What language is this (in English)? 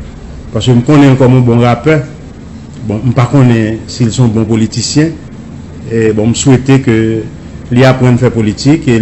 Haitian Creole